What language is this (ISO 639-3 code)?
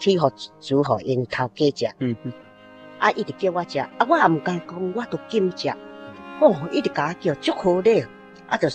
nan